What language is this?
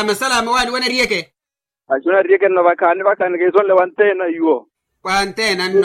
Makhuwa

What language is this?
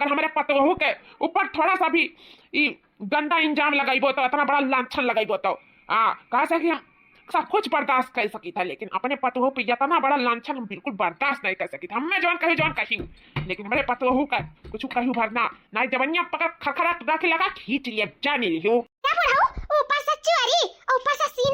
Awadhi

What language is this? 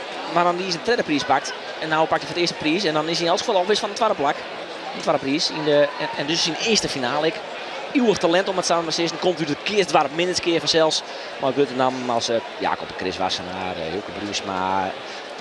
Western Frisian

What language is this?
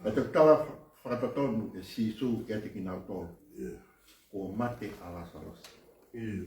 Tongan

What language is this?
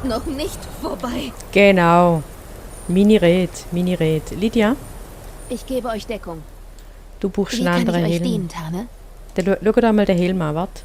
Swiss German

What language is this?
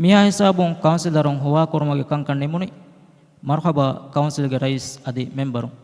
Divehi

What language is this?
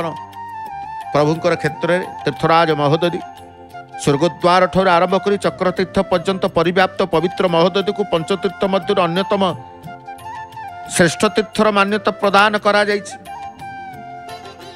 Odia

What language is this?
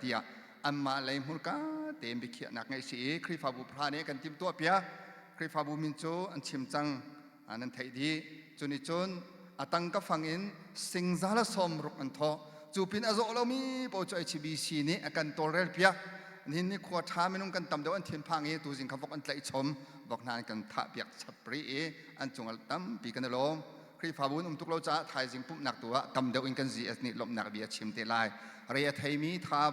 Hakha Chin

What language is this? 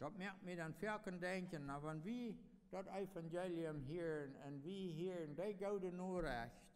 Plautdietsch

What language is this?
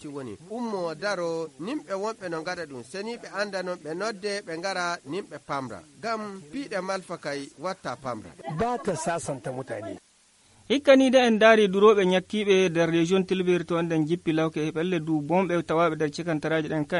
Nigerian Fulfulde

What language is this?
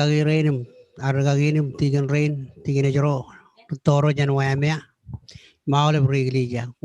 Marshallese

